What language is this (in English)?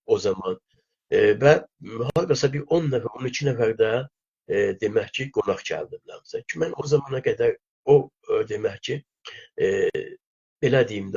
South Azerbaijani